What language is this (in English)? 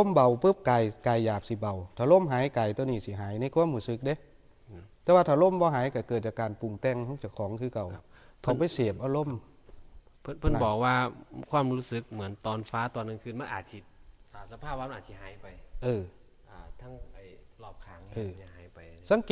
Northeastern Thai